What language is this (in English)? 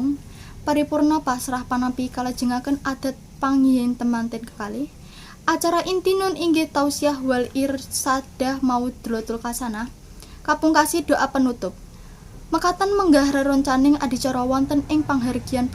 Javanese